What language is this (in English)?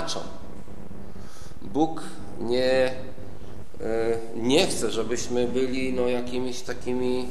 Polish